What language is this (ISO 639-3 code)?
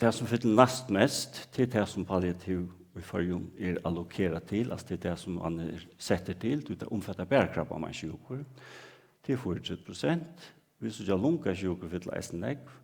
fao